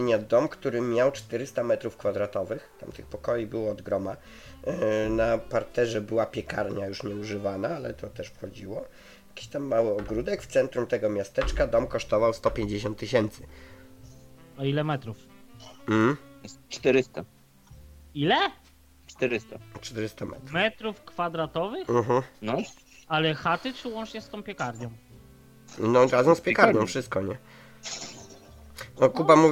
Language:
Polish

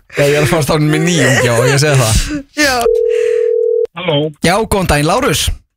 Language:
Icelandic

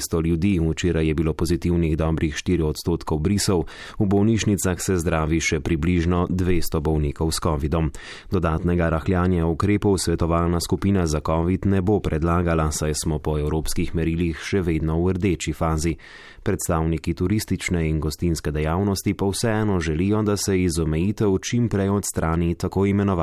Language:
Slovenian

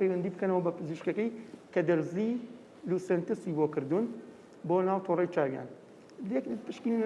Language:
Central Kurdish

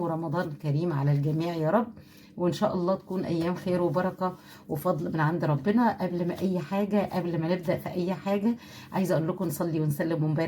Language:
Egyptian Arabic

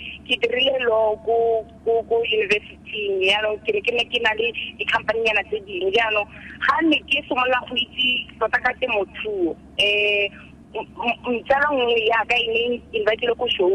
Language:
Tswana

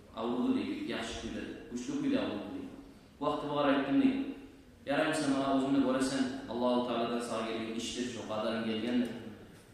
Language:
Kumyk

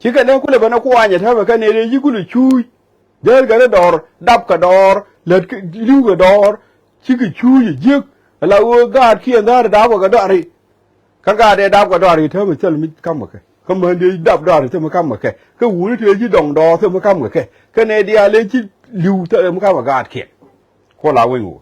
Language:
Nuer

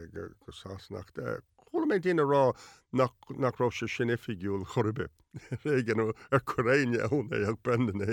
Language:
Irish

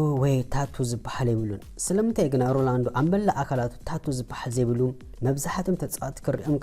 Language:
Tigrinya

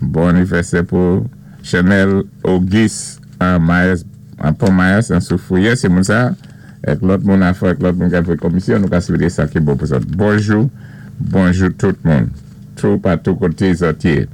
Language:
Saint Lucian Creole French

